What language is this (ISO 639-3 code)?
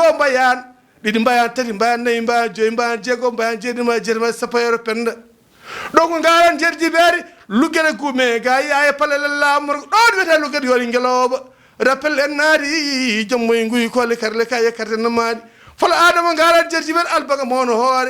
ful